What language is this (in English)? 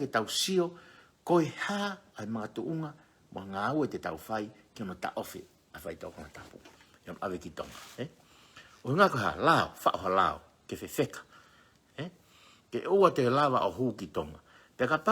Tongan